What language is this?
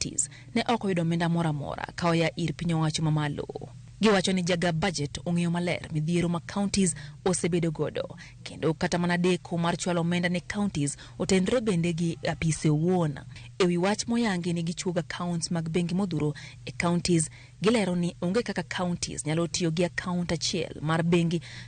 Luo (Kenya and Tanzania)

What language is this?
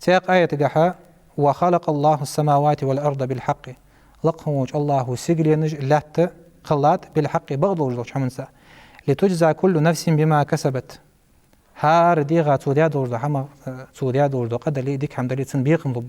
Ingush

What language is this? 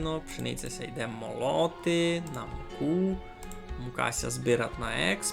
Rusyn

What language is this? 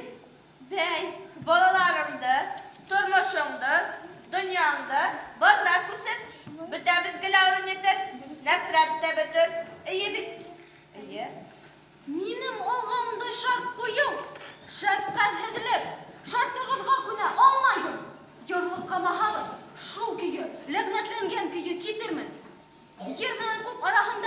Bashkir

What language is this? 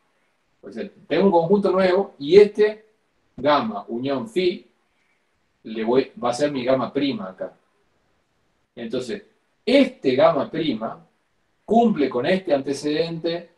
Spanish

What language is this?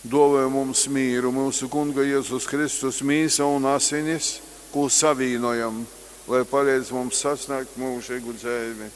Latgalian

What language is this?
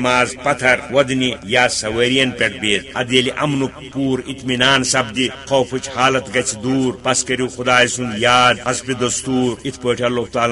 Kashmiri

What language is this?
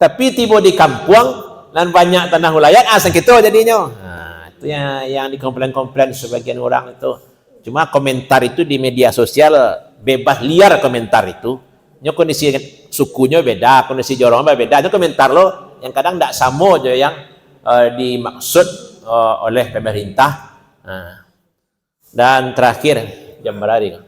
Minangkabau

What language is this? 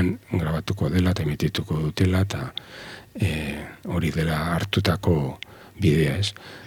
Basque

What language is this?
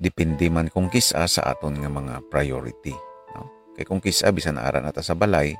Hiligaynon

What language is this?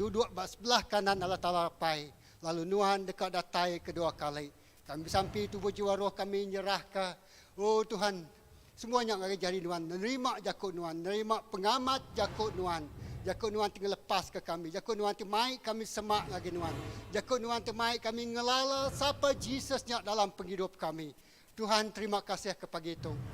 Iban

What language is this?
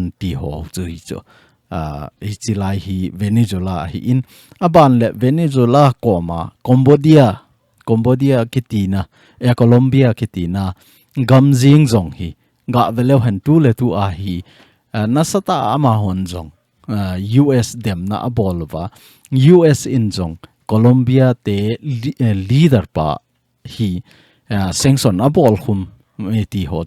Thado Chin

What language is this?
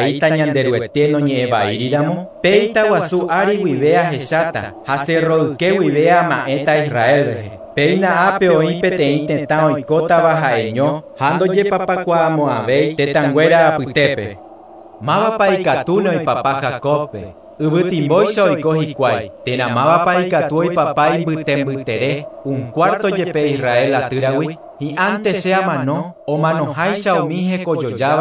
Guarani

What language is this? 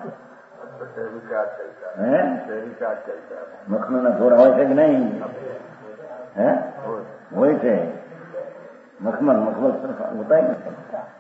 Gujarati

